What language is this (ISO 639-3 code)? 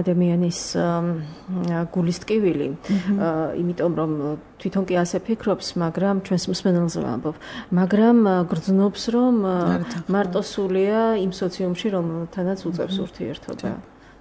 kat